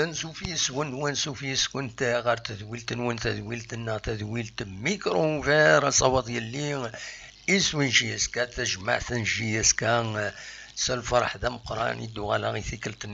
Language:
Kabyle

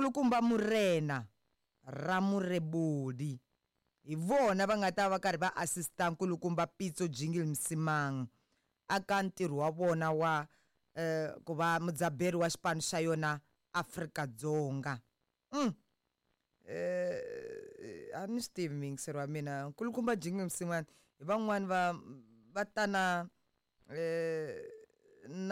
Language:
Tsonga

